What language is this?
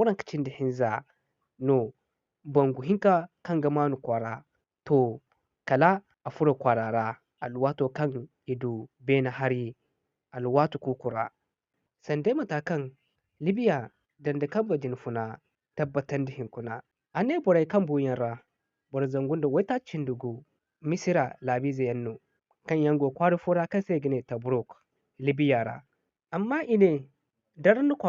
Zarma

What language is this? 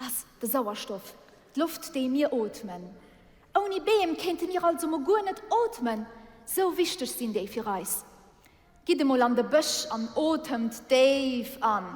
Luxembourgish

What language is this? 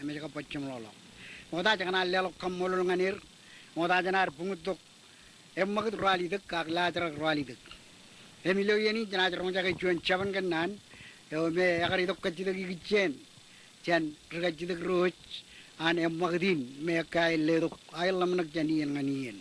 Marshallese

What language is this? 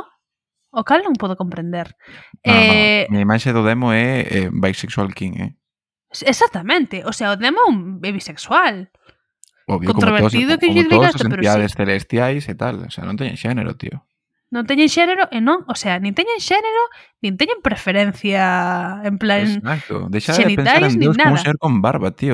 Galician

